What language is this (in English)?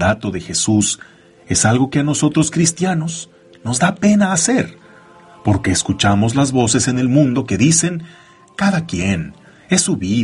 Spanish